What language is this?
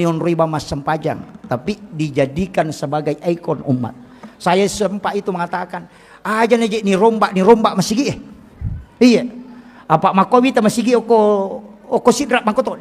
Buginese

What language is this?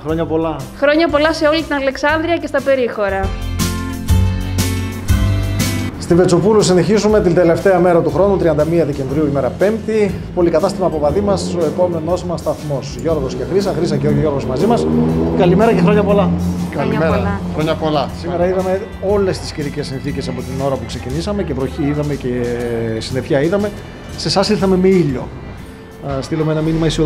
Greek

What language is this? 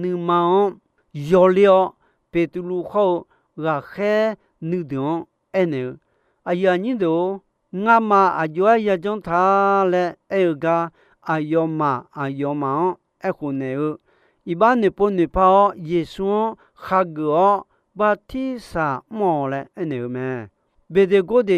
Akha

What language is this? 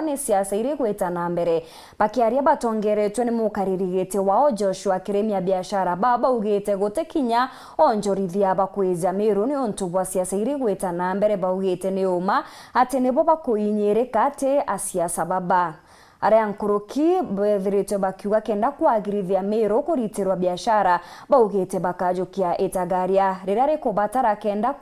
Meru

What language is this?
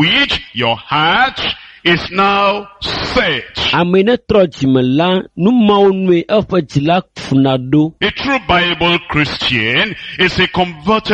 Ewe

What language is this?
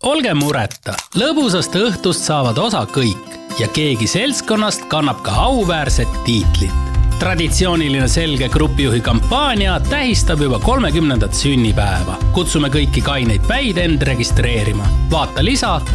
Estonian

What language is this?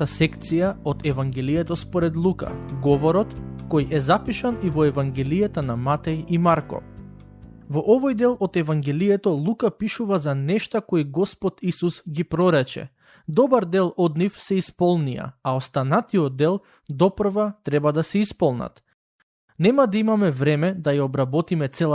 Macedonian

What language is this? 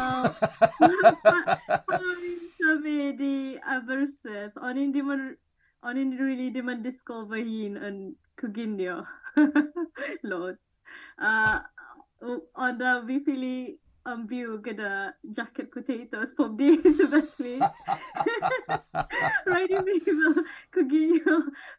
Welsh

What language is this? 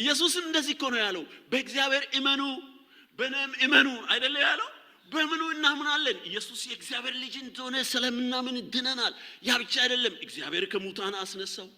Amharic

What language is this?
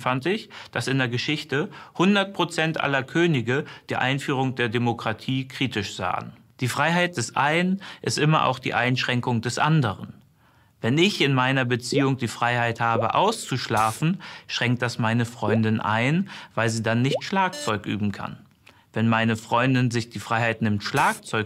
German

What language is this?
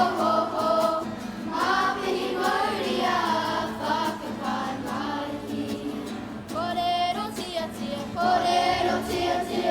Māori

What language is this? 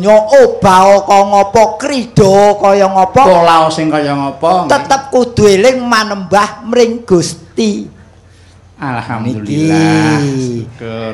Javanese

